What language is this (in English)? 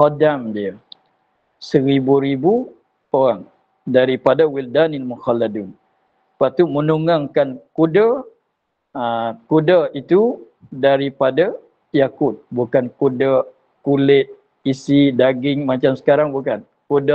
Malay